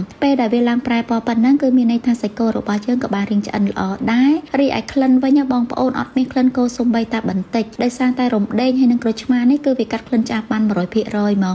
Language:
Khmer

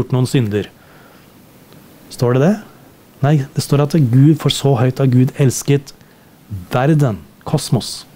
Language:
Norwegian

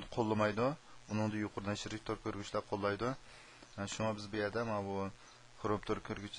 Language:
Uyghur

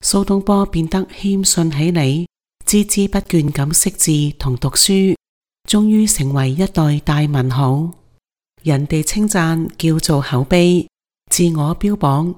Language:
Cantonese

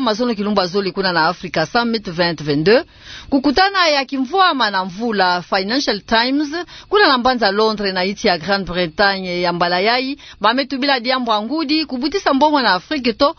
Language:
Kituba (Democratic Republic of Congo)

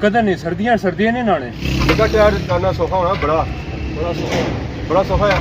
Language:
Pahari-Potwari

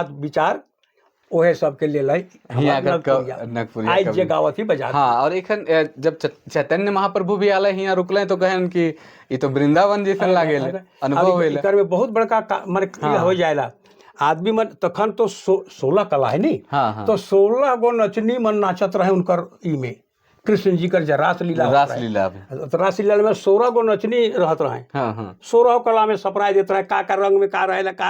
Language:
Sadri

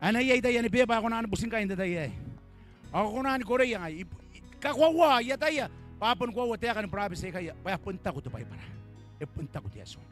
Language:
Gilbertese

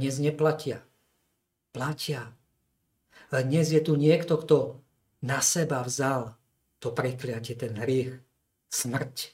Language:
Slovak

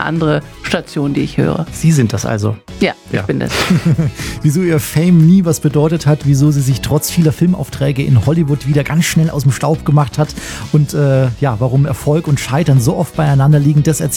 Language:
German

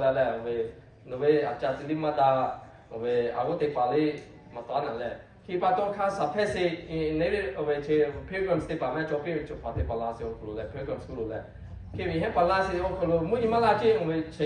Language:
Lahu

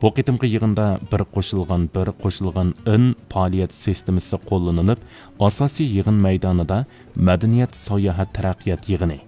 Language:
Uyghur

